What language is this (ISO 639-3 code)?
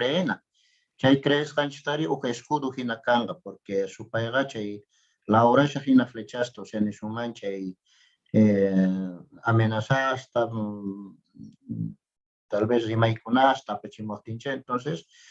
quh